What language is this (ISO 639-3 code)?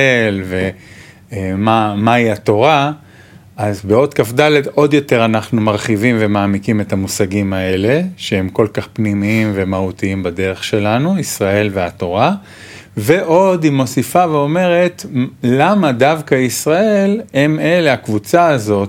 heb